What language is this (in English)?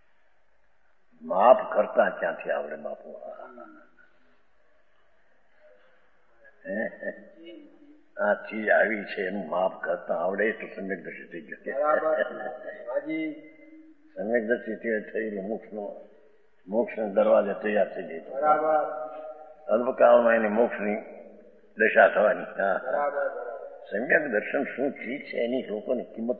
Gujarati